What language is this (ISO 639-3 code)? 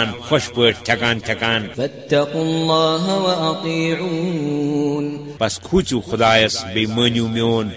kas